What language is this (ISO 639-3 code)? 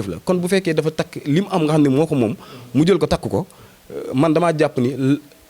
wol